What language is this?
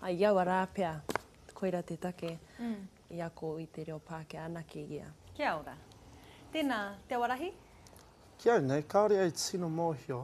Māori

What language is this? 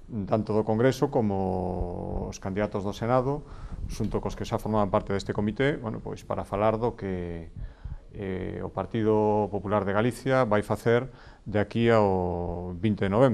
Galician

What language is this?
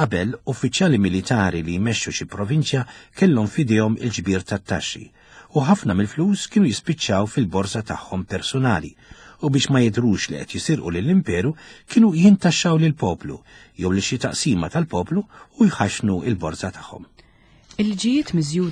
Maltese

